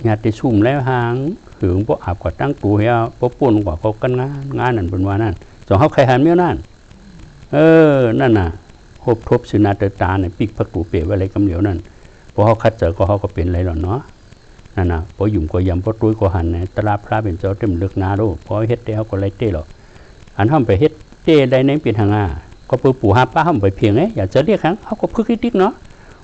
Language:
Shan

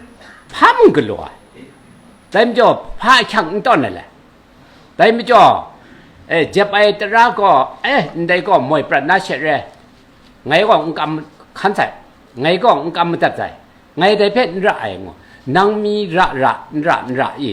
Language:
Kachin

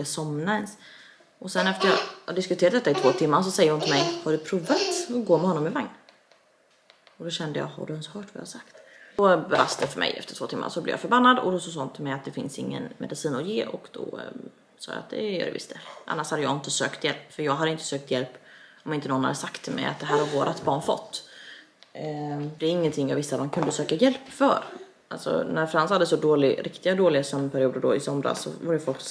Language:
Swedish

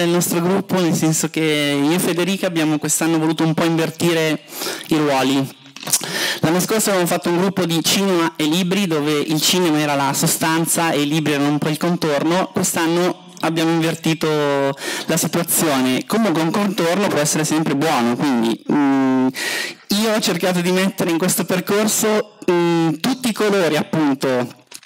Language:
Italian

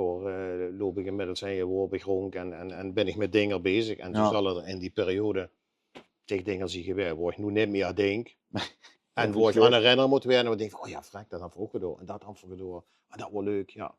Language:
Limburgish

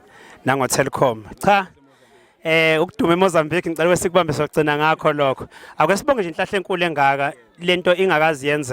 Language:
Zulu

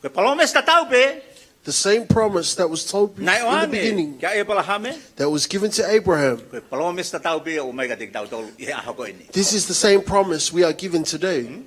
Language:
Tongan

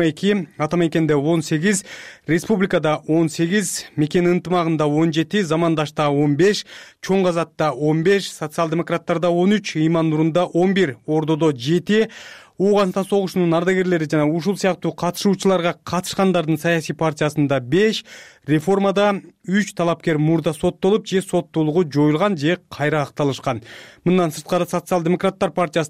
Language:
Kyrgyz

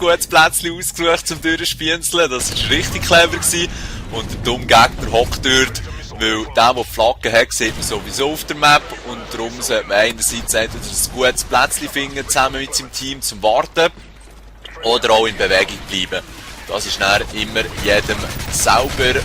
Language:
Swiss German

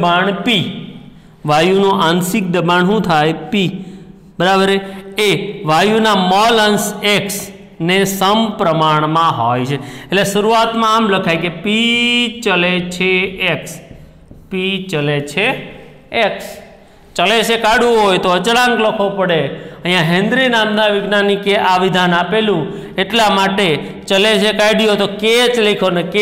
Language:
Gujarati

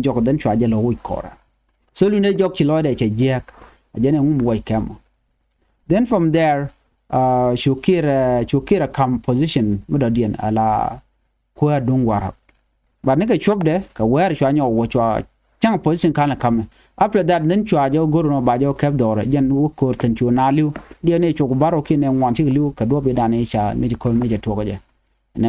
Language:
Nuer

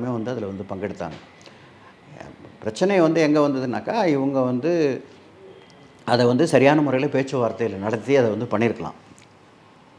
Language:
Tamil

